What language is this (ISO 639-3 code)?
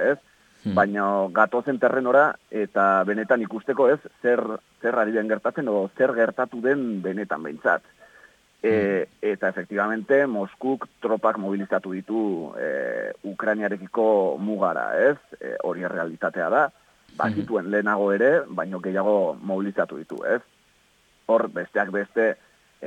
eus